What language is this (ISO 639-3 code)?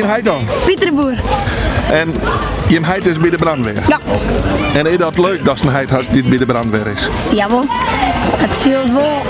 fry